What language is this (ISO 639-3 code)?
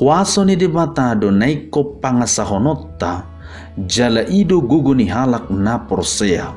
bbc